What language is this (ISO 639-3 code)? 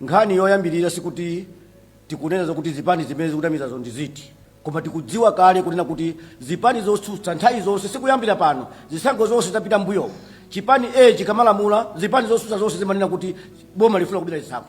nya